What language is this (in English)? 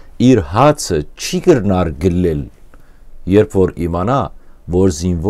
Western Armenian